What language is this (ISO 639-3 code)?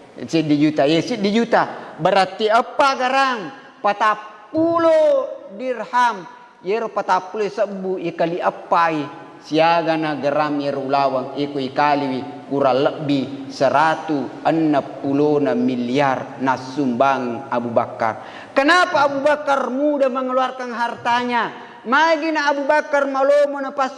bug